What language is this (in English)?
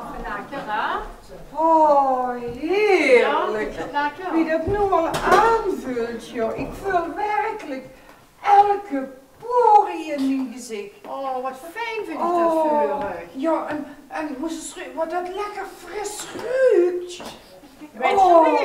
Limburgish